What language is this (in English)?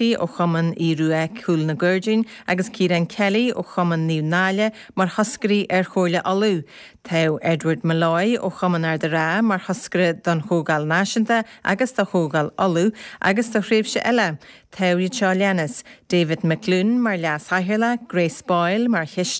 Irish